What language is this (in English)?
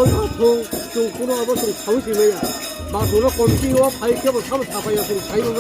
Kok Borok